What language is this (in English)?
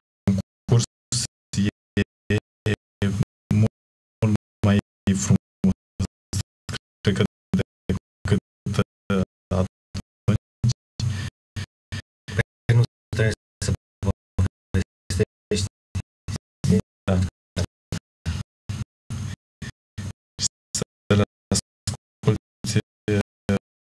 Romanian